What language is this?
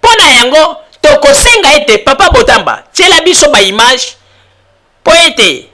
Lingala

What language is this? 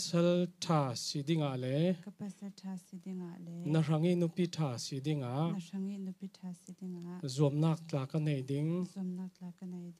Falam Chin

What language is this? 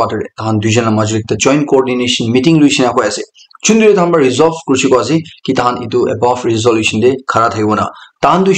Naga Pidgin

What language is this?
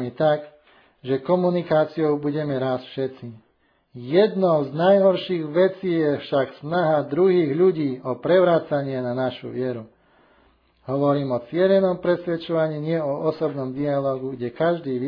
Slovak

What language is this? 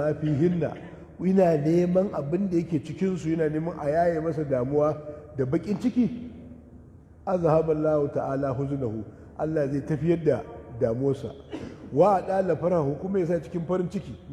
Hausa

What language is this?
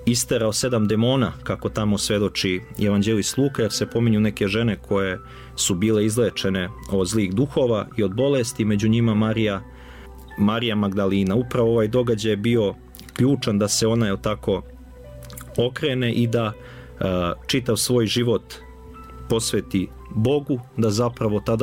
Serbian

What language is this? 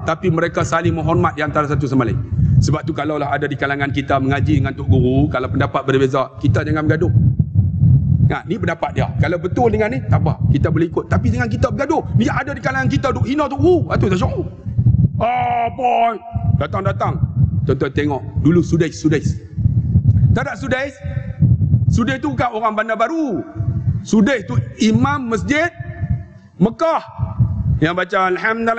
Malay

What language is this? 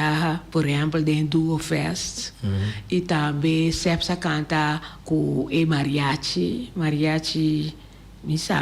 Papiamento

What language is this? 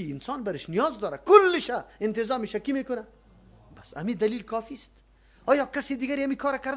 Persian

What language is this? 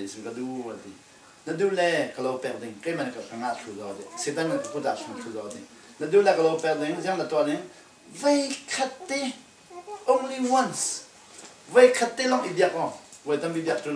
Falam Chin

